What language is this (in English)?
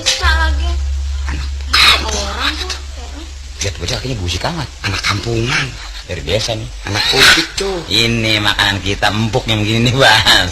Betawi